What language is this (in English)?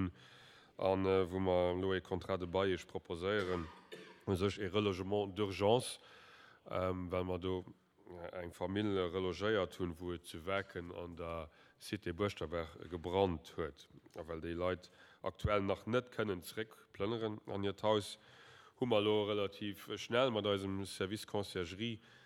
Luxembourgish